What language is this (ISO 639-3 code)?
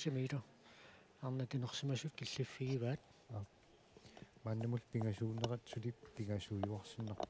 kal